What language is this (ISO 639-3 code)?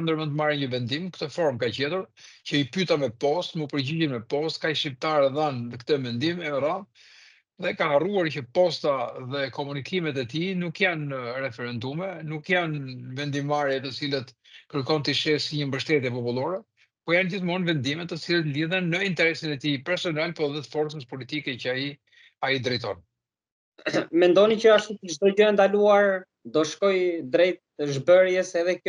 sqi